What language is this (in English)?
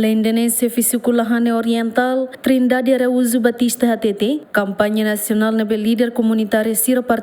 Tetum